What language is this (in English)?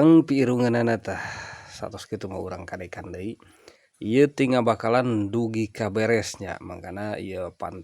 Sundanese